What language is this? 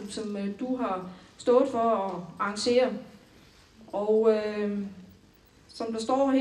Danish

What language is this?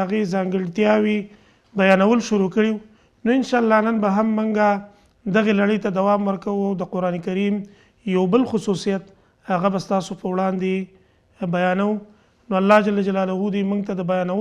Pashto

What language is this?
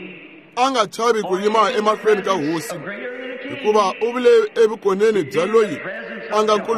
Tsonga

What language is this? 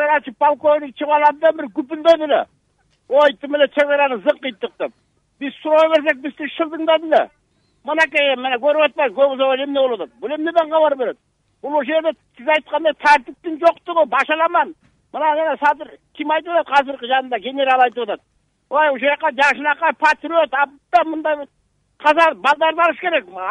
Kyrgyz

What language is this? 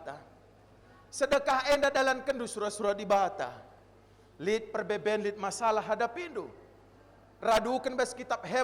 Batak Karo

